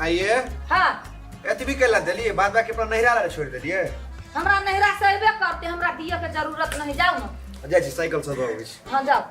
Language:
Maithili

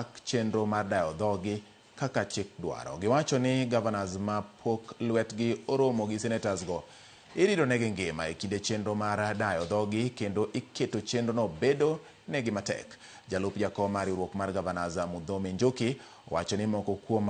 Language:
Luo (Kenya and Tanzania)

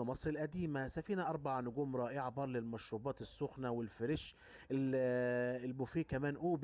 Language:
Egyptian Arabic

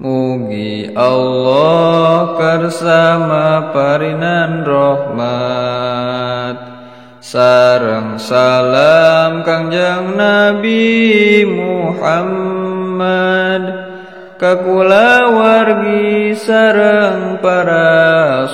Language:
Sundanese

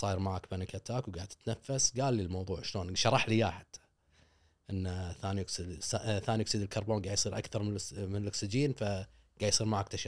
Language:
Gulf Arabic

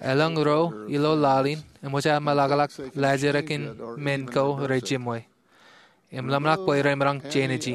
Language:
Marshallese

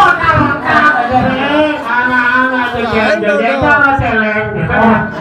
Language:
Balinese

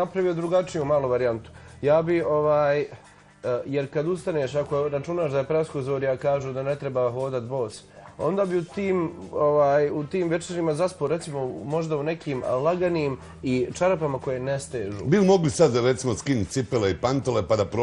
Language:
Bosnian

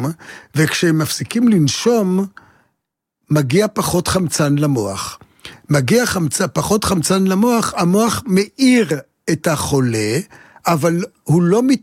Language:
Hebrew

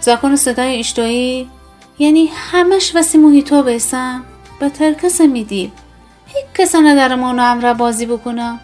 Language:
Gilaki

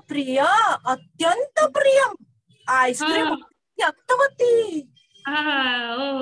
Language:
Sanskrit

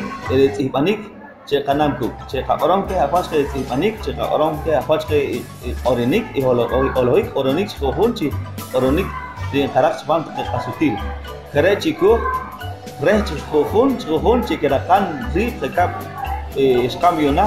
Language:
Poqomchi'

